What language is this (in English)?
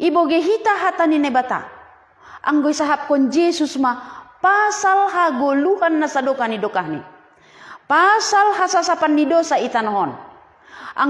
Batak Simalungun